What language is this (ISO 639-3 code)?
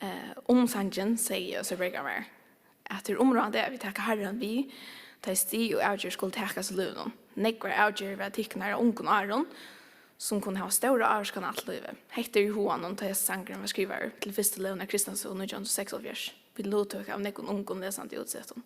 fao